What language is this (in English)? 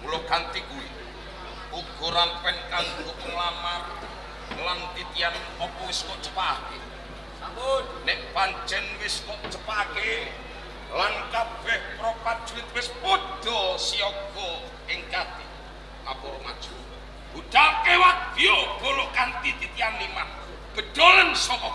Javanese